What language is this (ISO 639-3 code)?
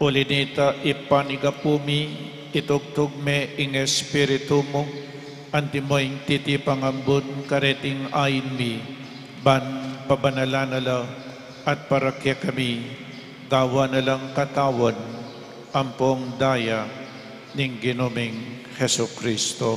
pam